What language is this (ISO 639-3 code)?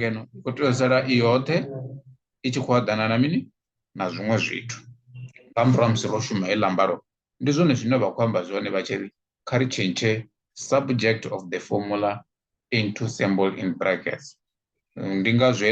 ven